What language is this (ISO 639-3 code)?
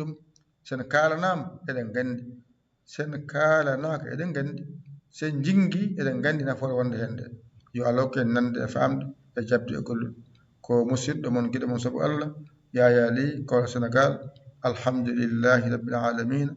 ful